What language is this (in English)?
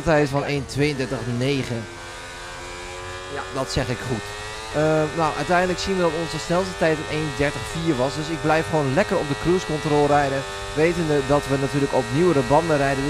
Dutch